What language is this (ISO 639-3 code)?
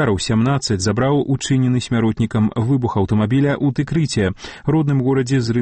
bel